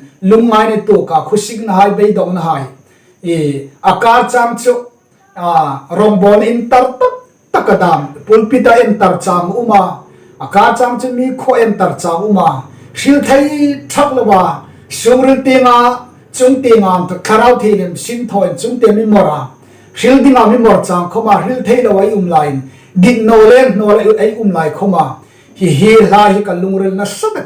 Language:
Hmar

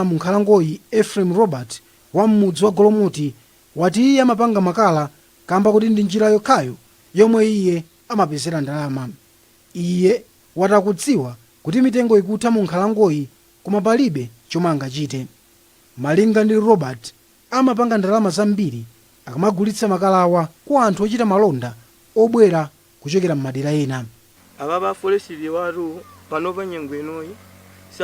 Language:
Nyanja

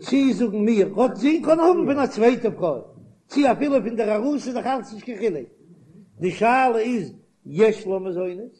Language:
Yiddish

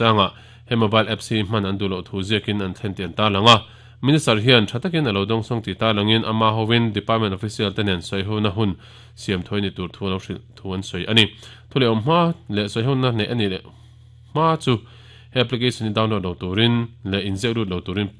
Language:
Mizo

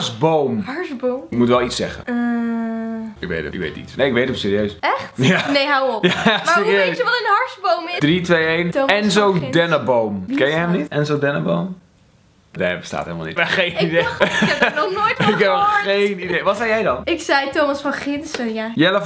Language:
Dutch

